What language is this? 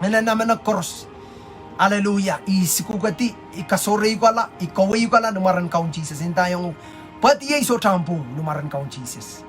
Pohnpeian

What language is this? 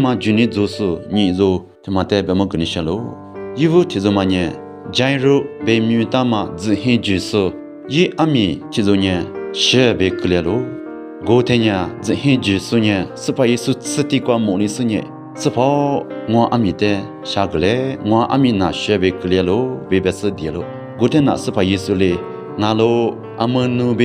Lisu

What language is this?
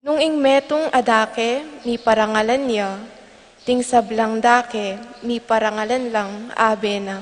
Pampanga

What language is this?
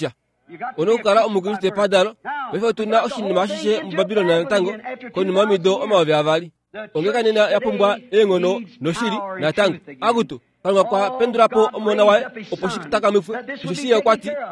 Kuanyama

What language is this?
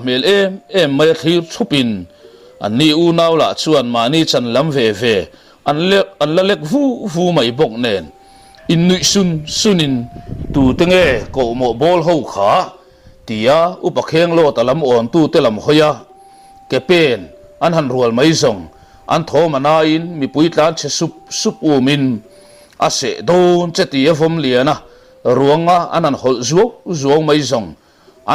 Mizo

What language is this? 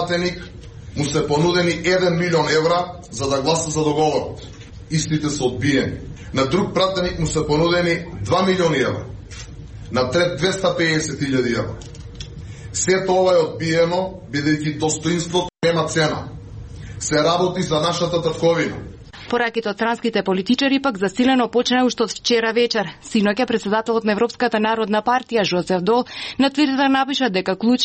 Macedonian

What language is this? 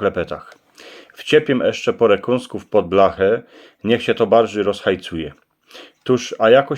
Silesian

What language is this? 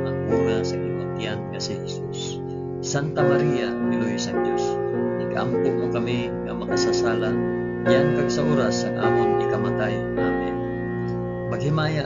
Hiligaynon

